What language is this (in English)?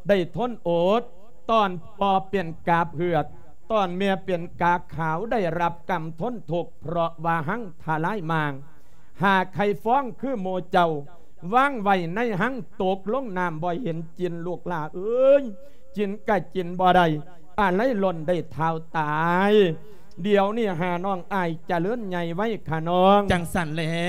Lao